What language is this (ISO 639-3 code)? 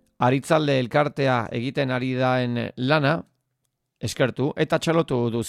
eus